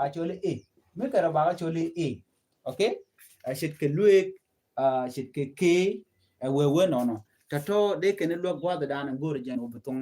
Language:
Nuer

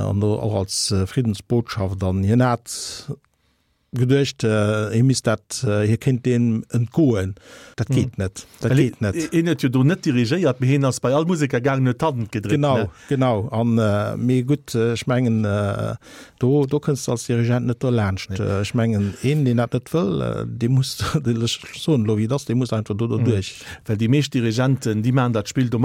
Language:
Luxembourgish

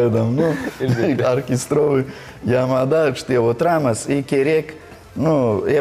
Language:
Crimean Tatar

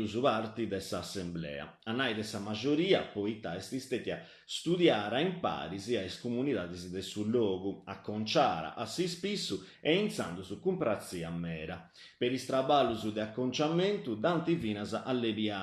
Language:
Sardinian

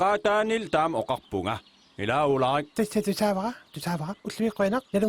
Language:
Kalaallisut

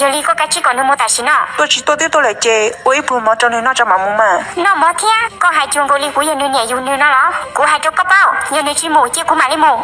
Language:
Hmong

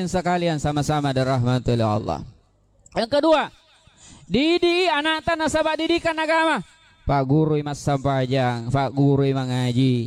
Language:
Buginese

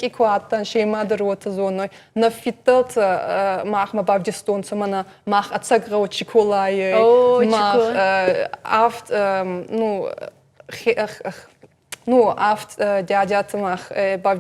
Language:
Ossetic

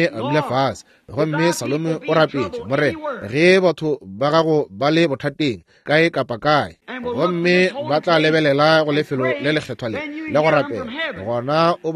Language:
Northern Sotho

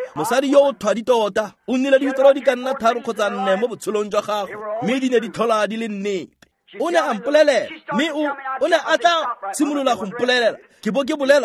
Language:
Tswana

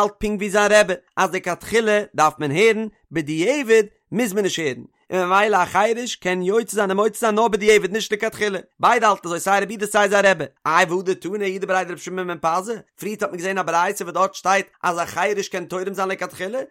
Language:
Yiddish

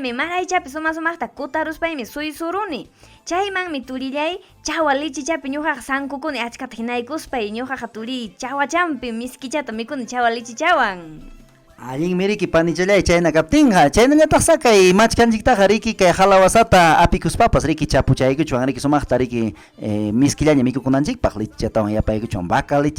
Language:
Ayacucho Quechua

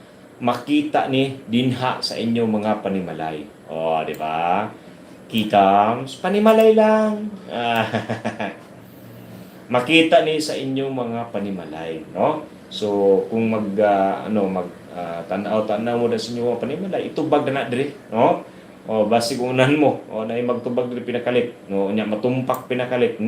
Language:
Cebuano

